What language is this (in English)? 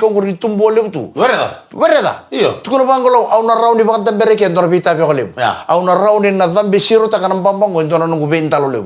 Fijian